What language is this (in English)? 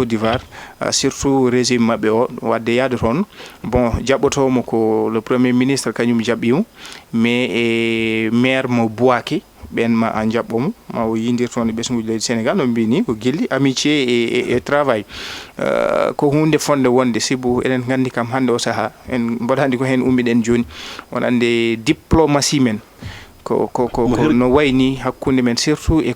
Fula